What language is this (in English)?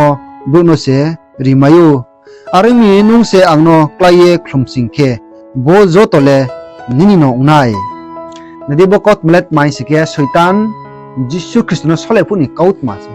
Riang (India)